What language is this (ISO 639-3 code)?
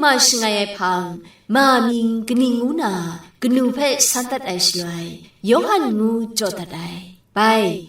kac